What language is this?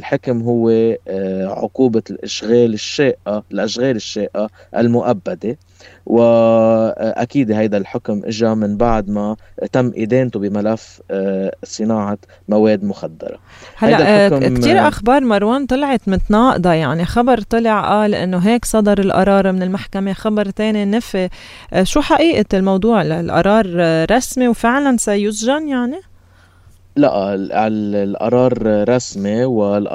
North Levantine Arabic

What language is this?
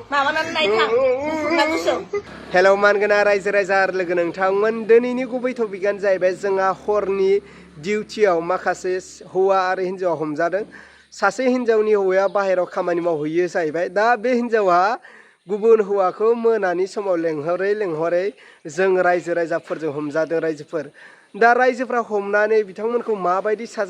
Bodo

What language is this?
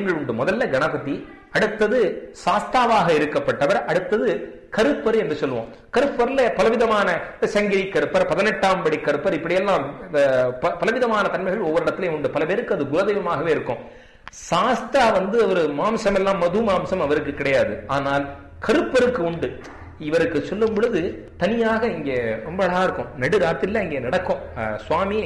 Tamil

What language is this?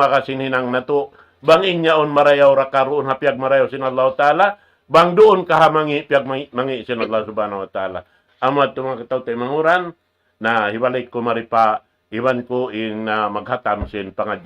Tausug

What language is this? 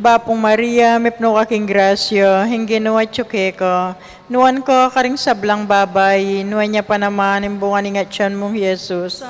Pampanga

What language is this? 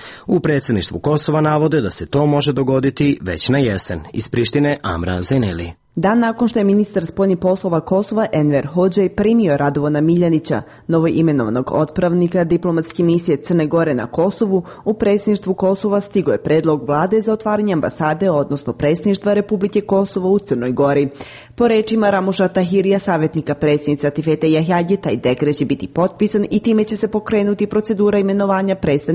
Serbian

